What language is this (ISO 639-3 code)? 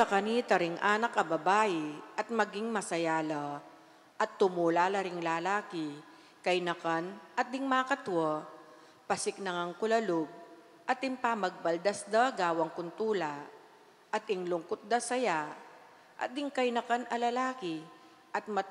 pam